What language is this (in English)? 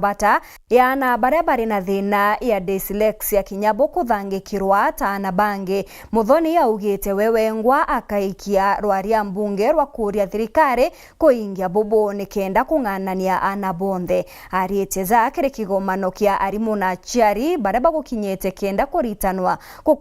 Meru